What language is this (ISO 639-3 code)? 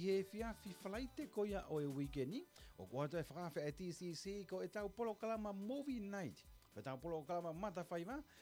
ton